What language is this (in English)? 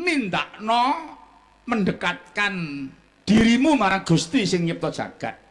Javanese